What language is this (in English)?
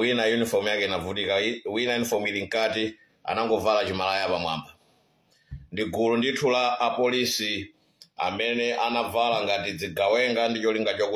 Nyanja